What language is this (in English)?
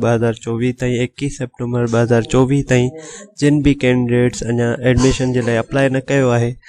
Sindhi